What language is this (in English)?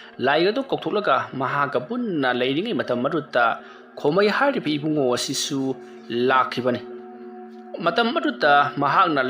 Manipuri